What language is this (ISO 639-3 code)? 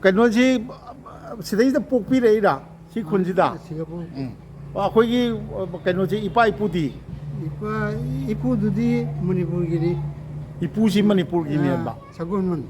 mni